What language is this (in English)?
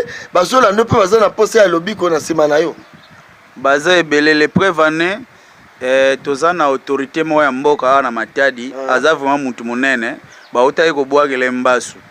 Lingala